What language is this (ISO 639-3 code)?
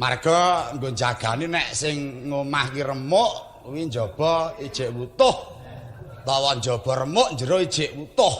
jav